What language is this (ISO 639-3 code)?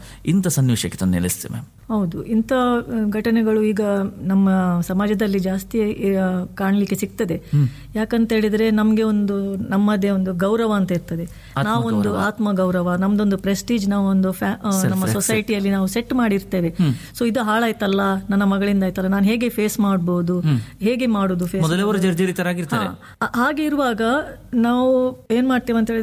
kan